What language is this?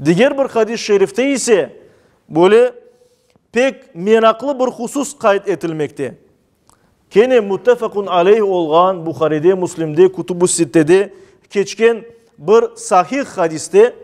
Crimean Tatar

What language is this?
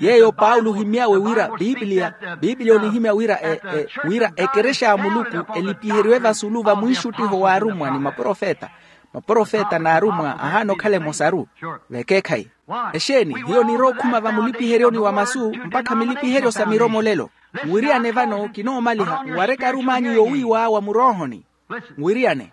Makhuwa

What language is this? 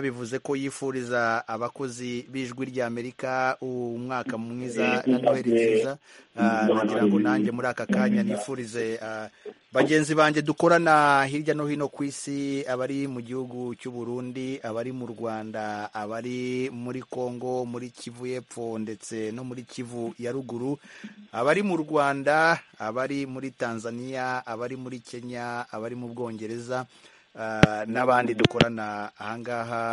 Kinyarwanda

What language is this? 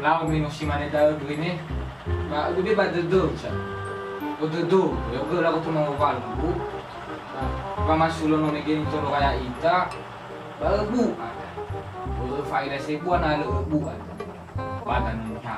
Nias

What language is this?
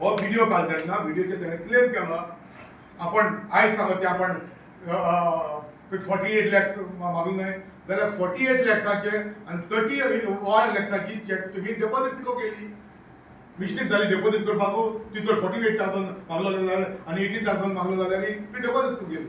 Konkani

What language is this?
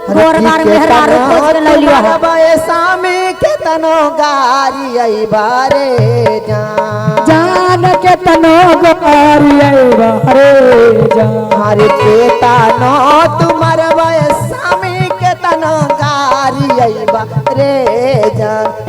Magahi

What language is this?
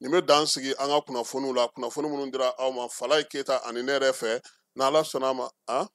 Bambara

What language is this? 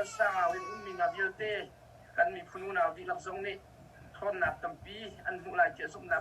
Hakha Chin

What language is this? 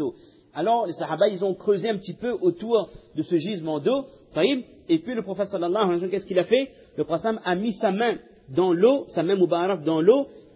French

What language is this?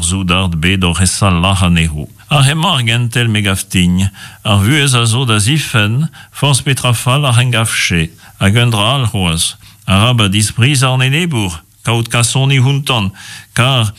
Breton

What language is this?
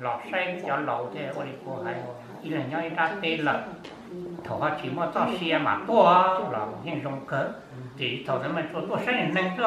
Hmong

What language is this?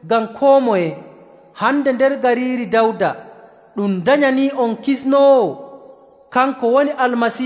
Nigerian Fulfulde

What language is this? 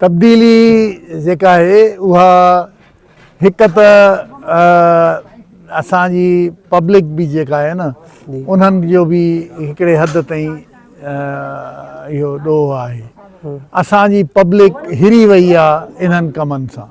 Sindhi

